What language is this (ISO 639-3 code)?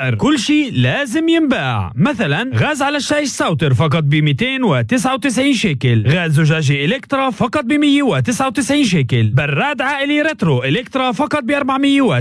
apc